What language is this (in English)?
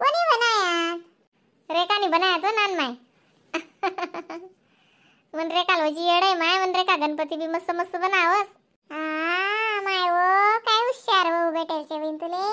Khandesi